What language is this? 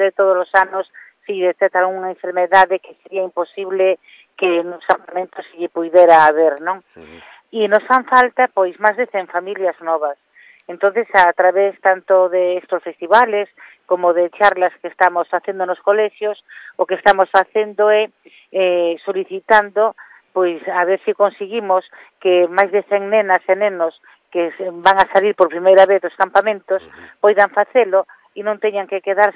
Galician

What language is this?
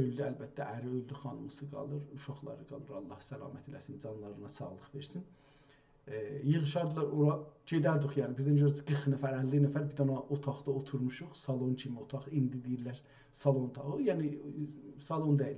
South Azerbaijani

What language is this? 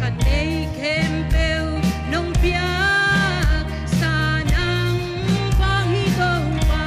Tedim Chin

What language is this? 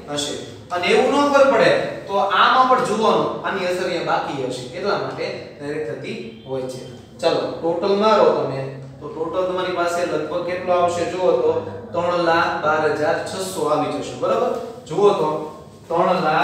Gujarati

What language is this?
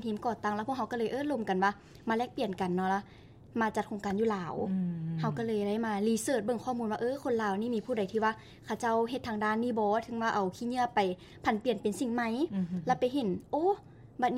Lao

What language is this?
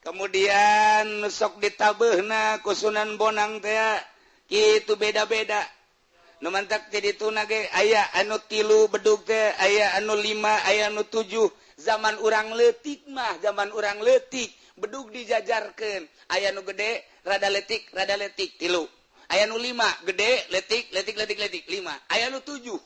Sundanese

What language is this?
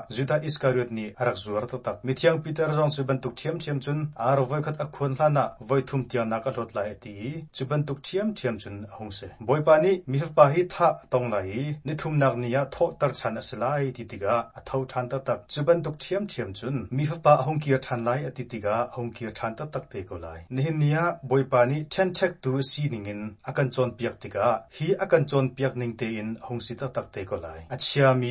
Hakha Chin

